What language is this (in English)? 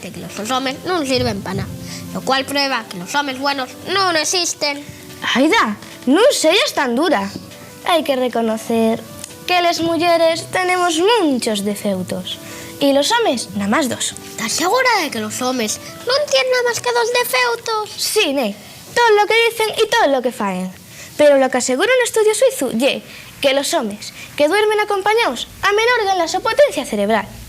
Asturian